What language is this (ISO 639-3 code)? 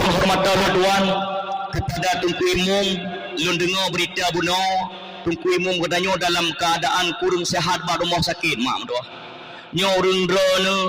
ace